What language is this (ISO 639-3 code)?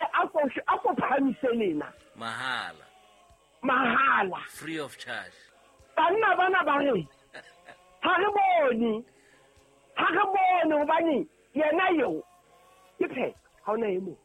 sot